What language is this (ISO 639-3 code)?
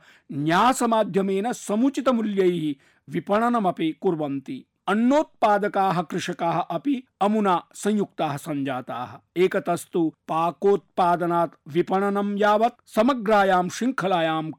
san